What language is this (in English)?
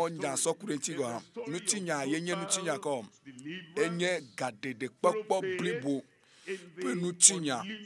Ewe